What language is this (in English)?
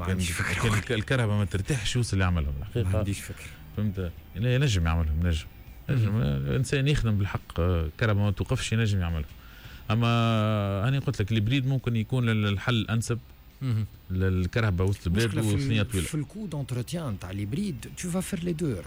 Tunisian Arabic